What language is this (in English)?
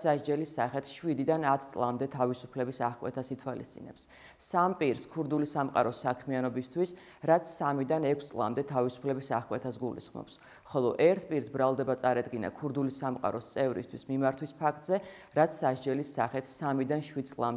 Georgian